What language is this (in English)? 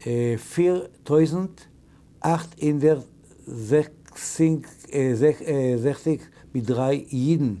Yiddish